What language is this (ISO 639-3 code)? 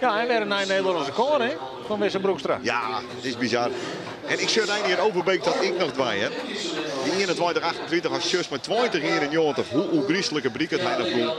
fry